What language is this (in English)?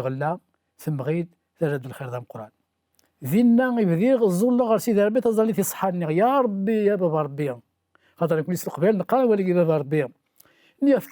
Kabyle